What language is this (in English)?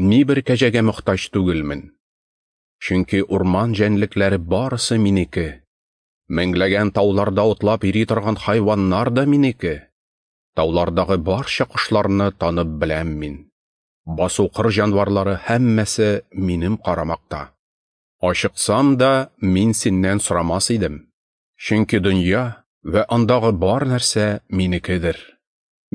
Tatar